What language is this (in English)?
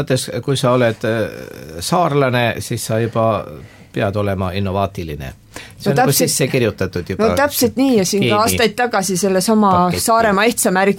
Estonian